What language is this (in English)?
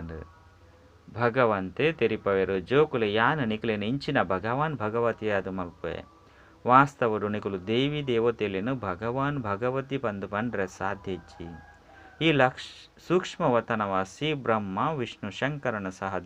Tulu